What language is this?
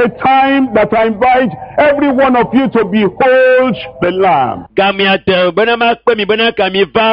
Ewe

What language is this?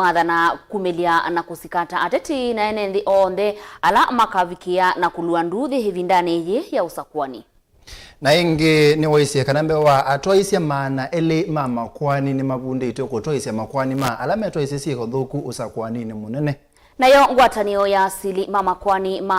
Kamba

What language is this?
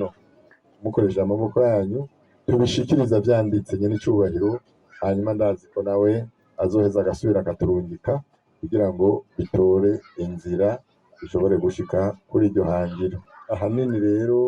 Rundi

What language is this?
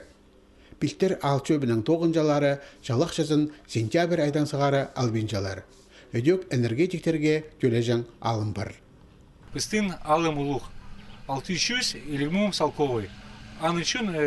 Khakas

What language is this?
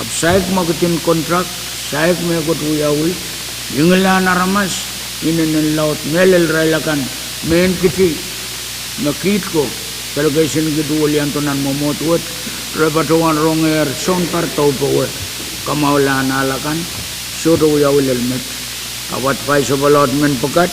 Pohnpeian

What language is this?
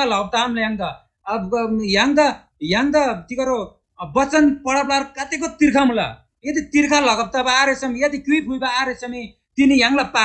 Eastern Tamang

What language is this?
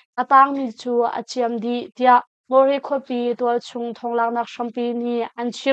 Hakha Chin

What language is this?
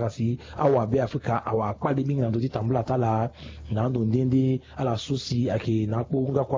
Sango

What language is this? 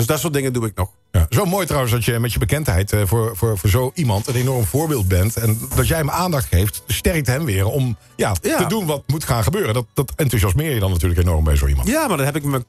Dutch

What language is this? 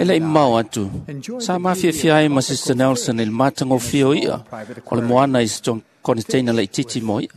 Samoan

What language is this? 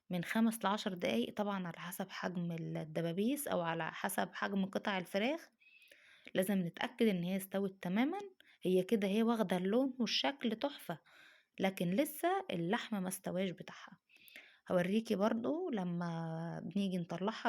Egyptian Arabic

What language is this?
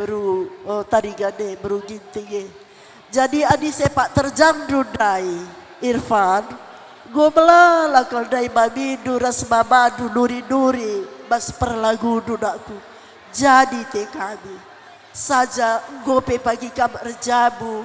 Batak Karo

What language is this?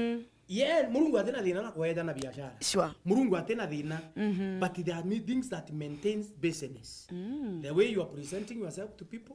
Meru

